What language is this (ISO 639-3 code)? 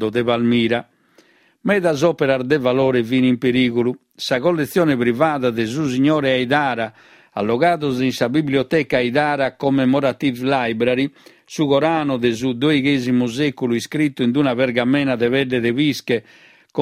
srd